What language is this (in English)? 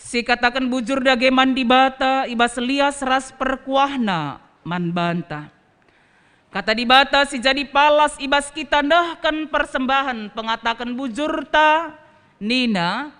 Batak Karo